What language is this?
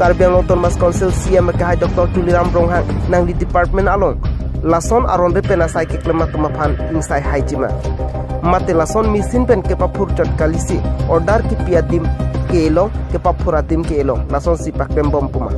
Karbi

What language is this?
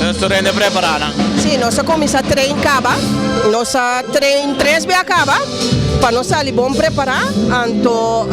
Papiamento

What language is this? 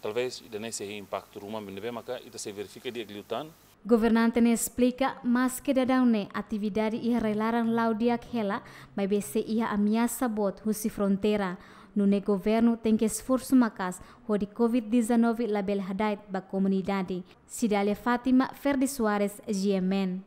Tetum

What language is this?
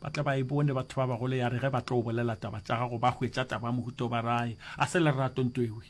Northern Sotho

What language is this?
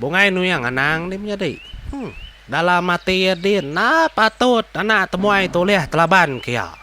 Iban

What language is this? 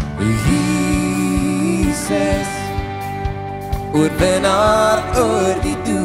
Afrikaans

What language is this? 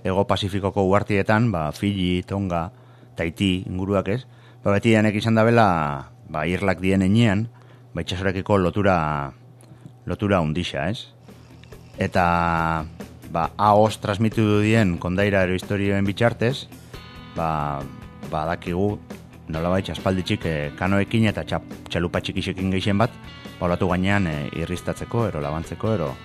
Basque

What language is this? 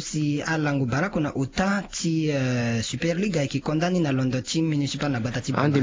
Sango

